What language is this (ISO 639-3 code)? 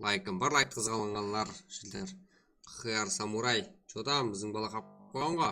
kaa